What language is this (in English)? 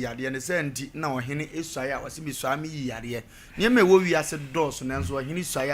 Akan